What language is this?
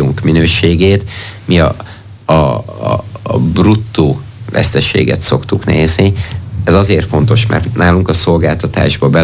Hungarian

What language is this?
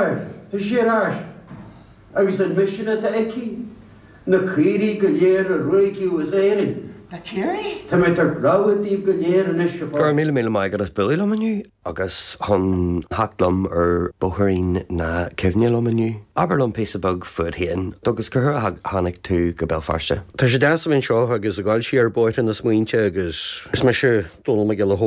Irish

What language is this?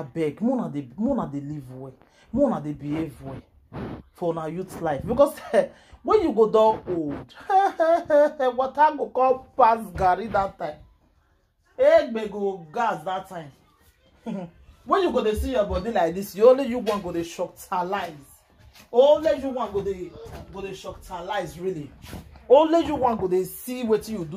Nigerian Pidgin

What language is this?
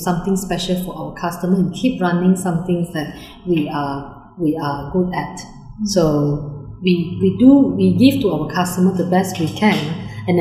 English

